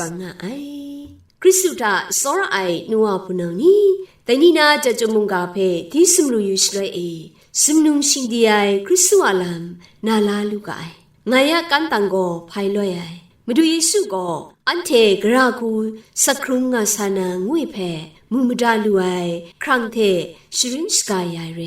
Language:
Kachin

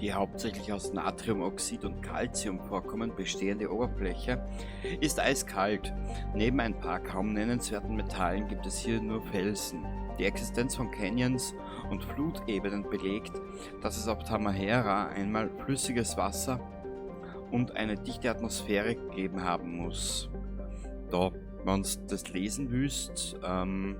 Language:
Bavarian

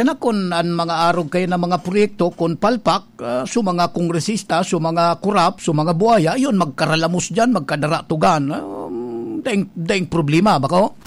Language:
Bikol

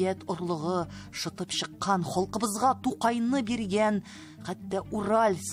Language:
Tatar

